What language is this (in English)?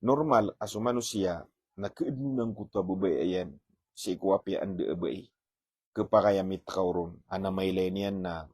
Maranao